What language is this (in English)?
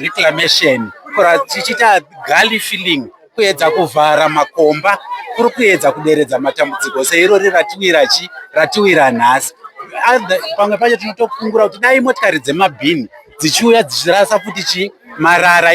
Shona